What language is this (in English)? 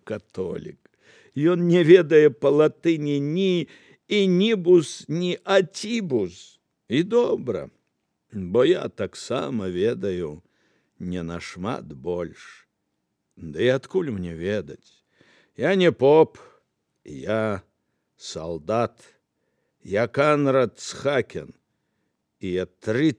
Belarusian